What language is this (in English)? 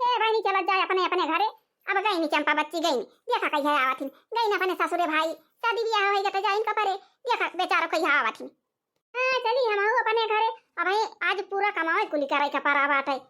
Awadhi